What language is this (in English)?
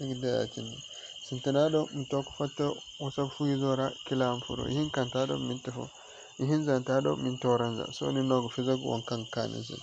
Zarma